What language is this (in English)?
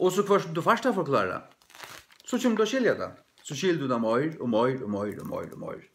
Faroese